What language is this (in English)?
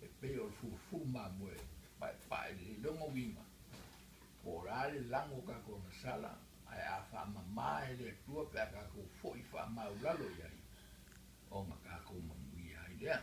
Samoan